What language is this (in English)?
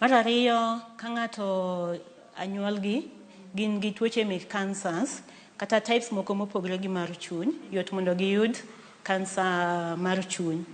Luo (Kenya and Tanzania)